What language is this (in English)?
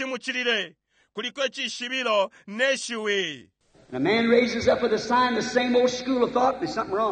Bemba